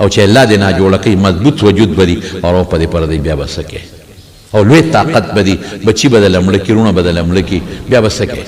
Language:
Pashto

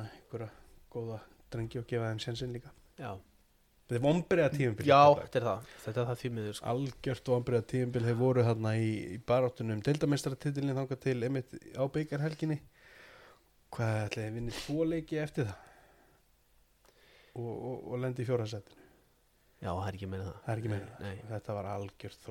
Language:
Icelandic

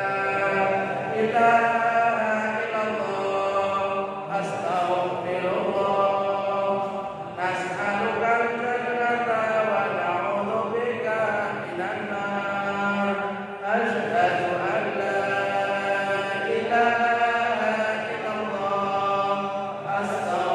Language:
Javanese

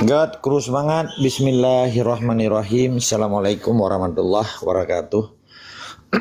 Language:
Achinese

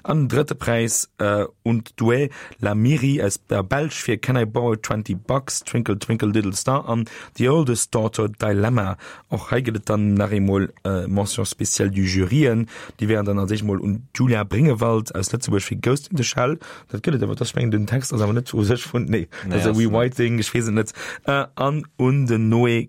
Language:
Luxembourgish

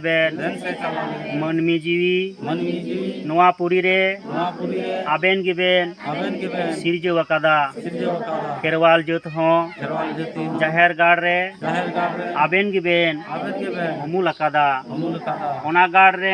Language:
Santali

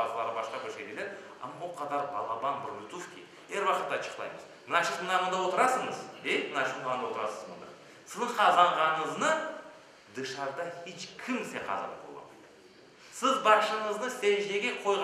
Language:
Crimean Tatar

